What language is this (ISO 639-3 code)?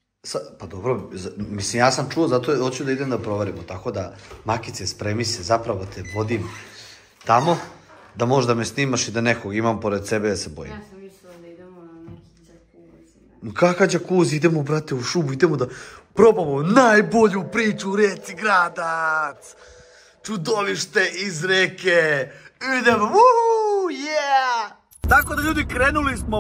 srp